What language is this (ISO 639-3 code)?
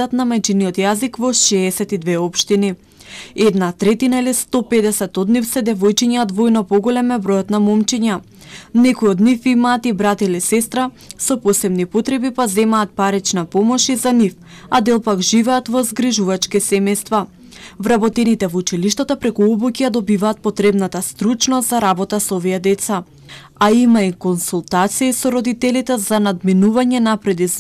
mkd